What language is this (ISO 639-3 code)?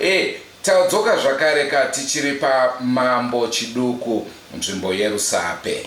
sna